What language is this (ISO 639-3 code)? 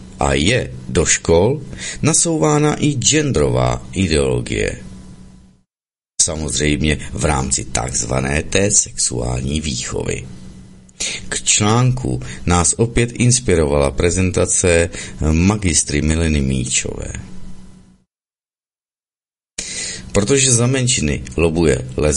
ces